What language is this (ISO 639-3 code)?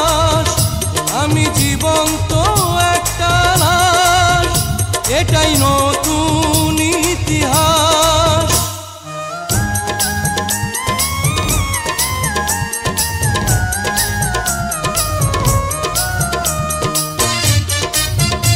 ben